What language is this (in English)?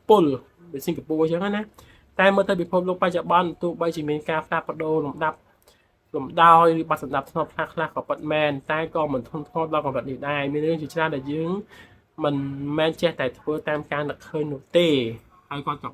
Khmer